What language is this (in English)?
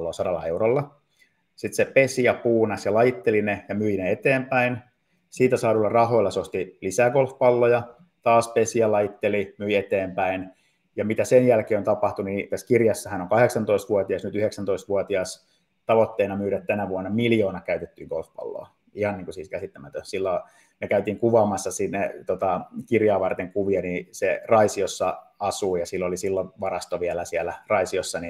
Finnish